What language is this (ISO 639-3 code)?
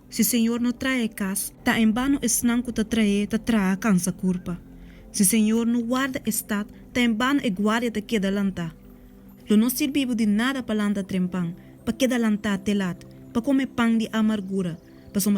pap